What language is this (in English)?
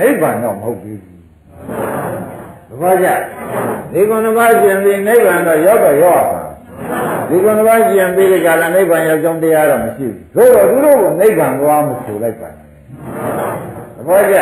Burmese